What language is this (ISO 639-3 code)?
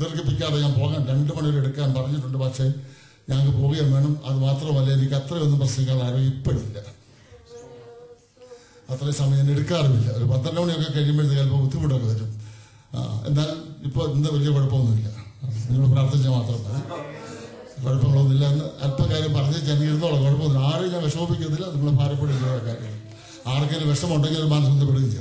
mal